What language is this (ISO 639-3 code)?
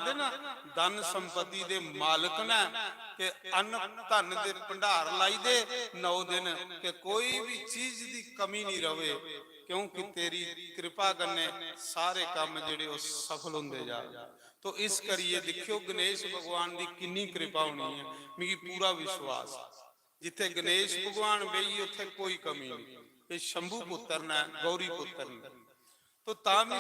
doi